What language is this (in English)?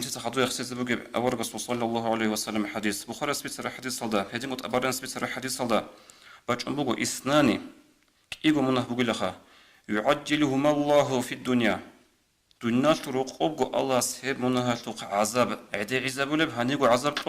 Avaric